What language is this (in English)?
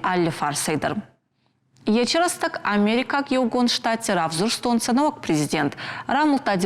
Ossetic